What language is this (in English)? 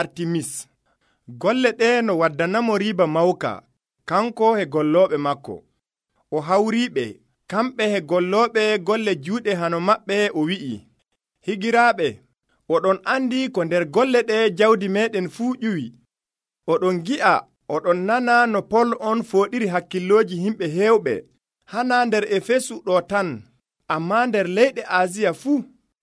Nigerian Fulfulde